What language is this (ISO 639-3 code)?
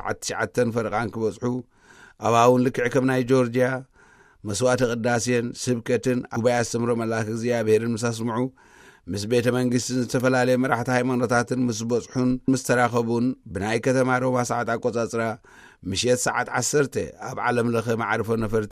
tir